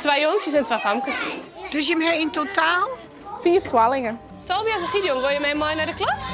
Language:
Western Frisian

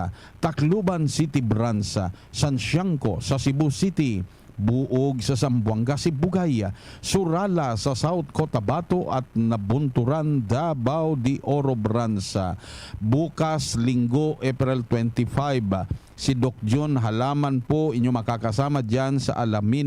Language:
Bikol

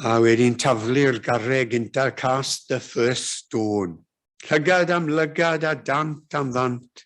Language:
Welsh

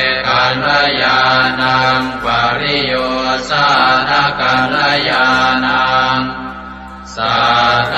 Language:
Pali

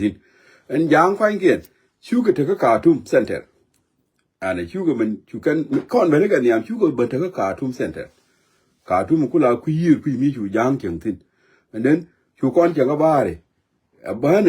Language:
Nuer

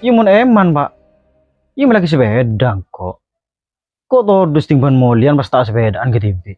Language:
Madurese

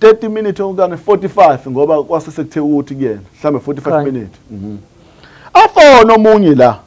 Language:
Zulu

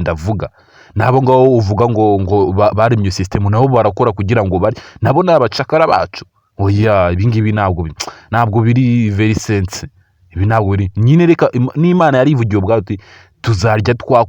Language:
Kinyarwanda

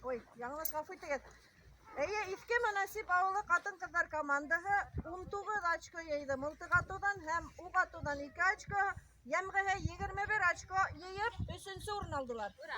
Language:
Bashkir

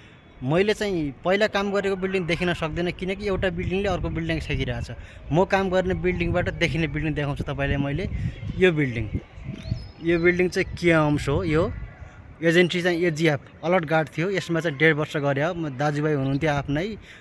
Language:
Nepali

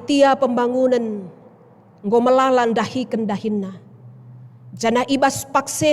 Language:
Batak Karo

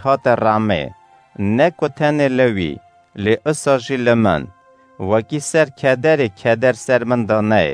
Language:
Kurdish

